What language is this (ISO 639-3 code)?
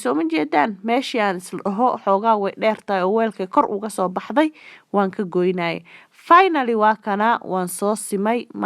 som